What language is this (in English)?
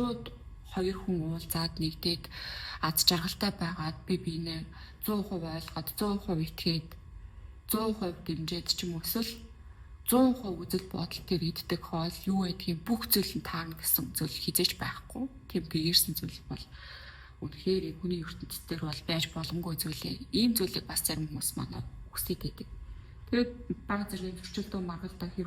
Mongolian